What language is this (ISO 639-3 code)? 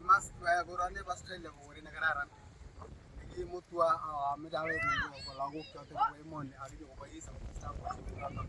kln